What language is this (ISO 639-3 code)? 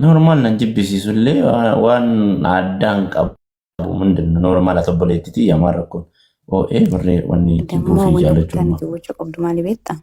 orm